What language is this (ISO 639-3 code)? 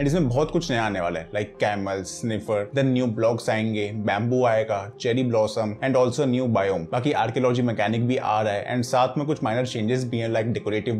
hin